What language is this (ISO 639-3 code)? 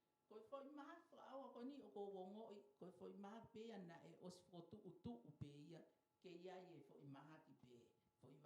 ton